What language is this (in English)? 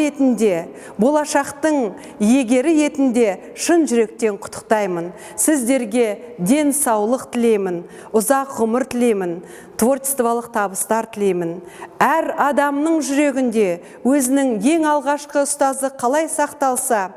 Kazakh